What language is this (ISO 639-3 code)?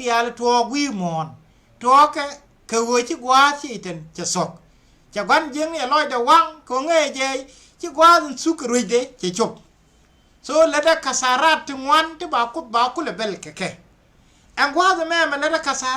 nus